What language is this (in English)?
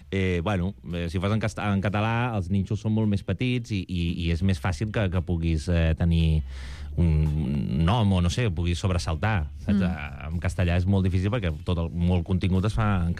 Catalan